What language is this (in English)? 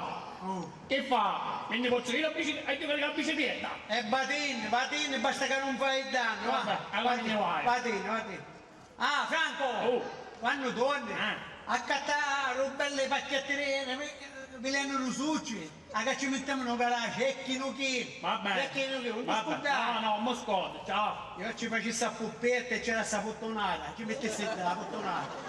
Sicilian